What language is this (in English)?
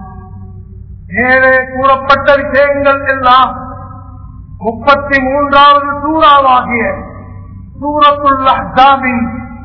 Tamil